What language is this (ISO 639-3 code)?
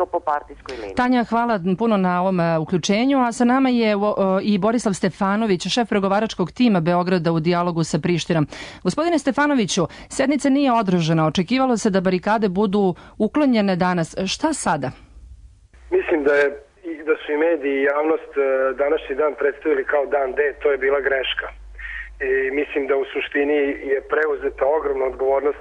srp